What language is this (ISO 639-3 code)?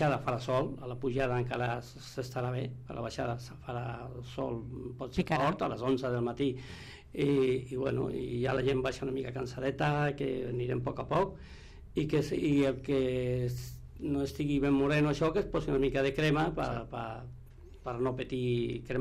cat